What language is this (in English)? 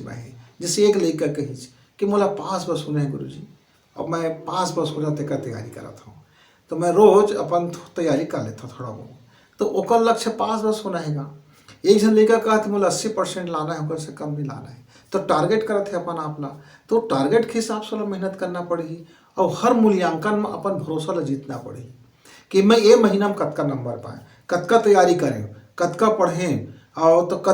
Chhattisgarhi